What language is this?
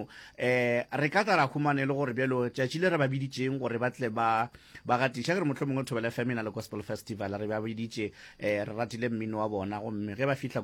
Northern Sotho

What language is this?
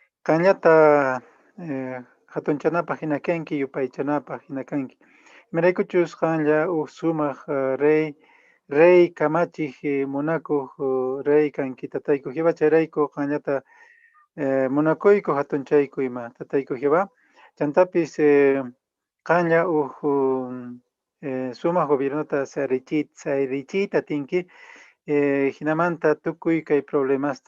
Quechua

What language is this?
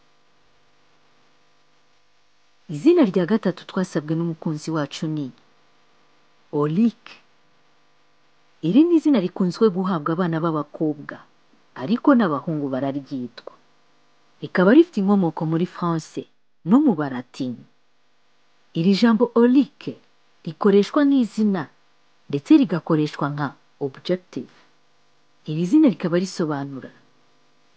Kinyarwanda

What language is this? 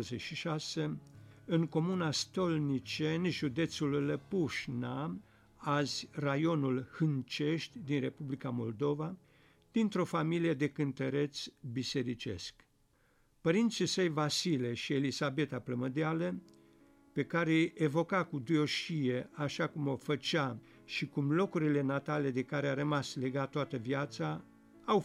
Romanian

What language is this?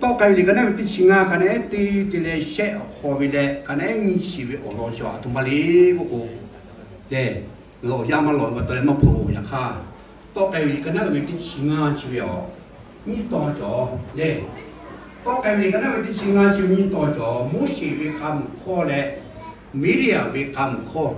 Lahu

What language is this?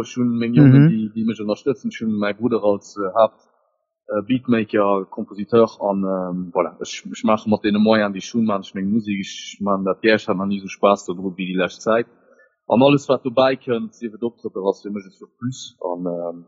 Luxembourgish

